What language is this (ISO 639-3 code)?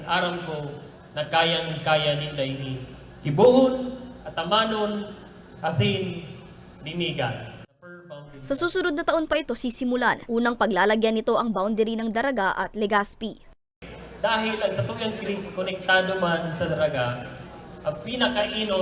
bik